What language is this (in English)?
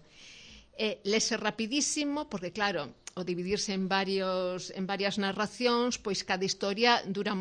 Galician